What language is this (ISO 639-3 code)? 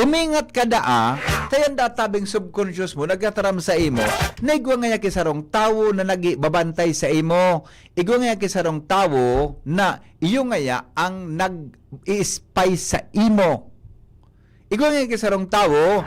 bik